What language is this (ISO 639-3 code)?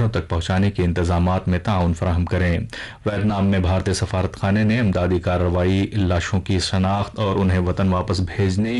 urd